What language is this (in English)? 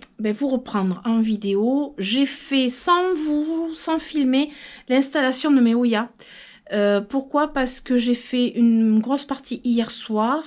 French